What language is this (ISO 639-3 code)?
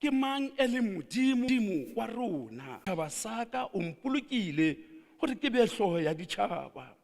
sot